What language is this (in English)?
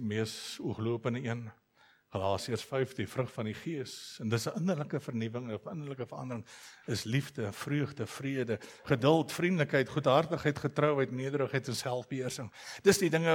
Afrikaans